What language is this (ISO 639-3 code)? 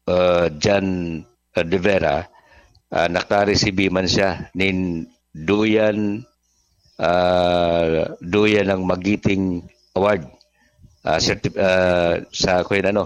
bik